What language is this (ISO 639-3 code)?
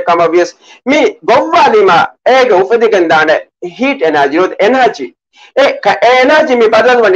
div